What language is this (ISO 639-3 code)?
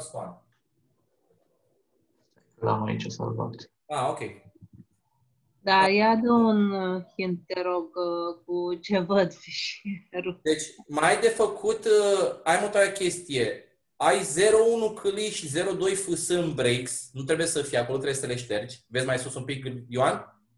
ron